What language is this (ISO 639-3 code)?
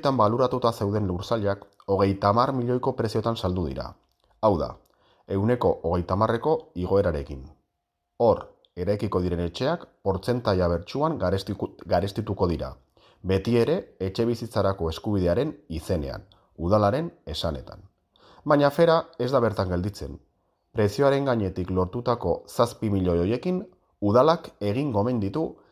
eus